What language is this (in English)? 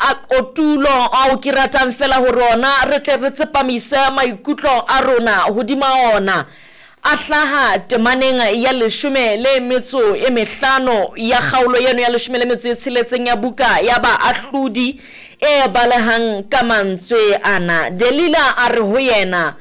Southern Sotho